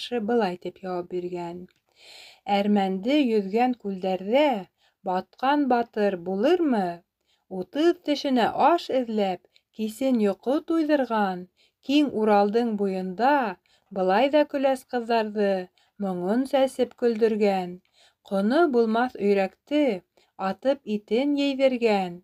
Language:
Bashkir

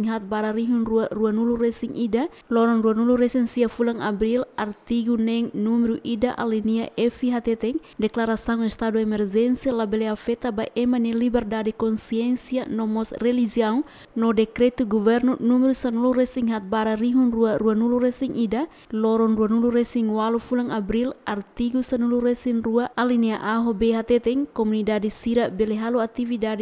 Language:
Tetum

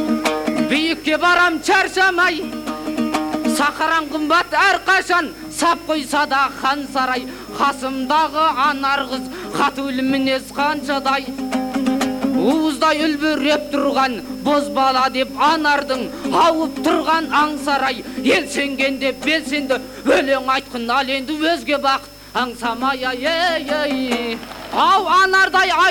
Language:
Kazakh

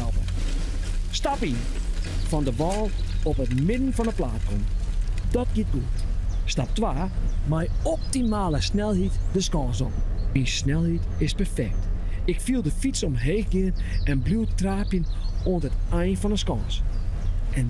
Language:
Western Frisian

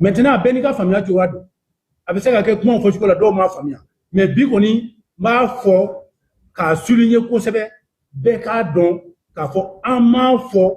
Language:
Bambara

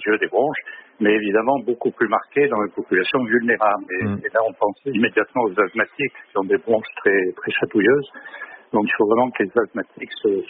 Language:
French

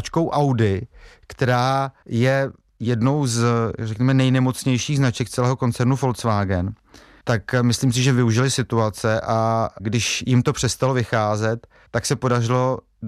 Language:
Czech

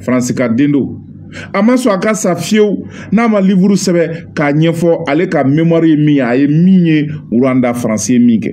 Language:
Bambara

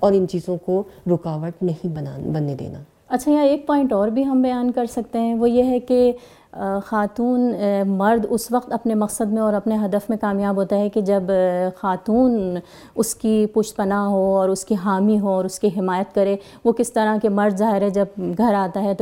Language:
Urdu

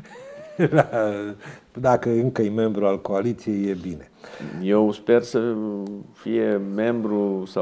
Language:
Romanian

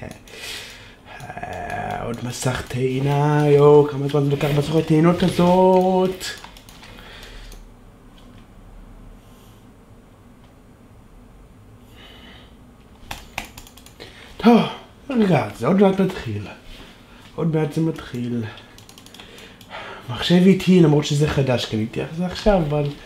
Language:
Hebrew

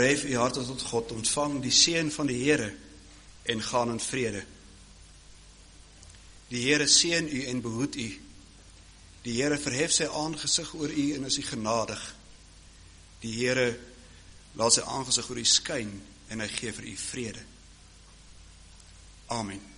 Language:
Afrikaans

